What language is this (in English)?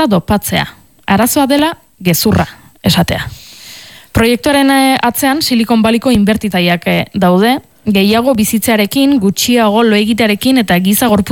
Basque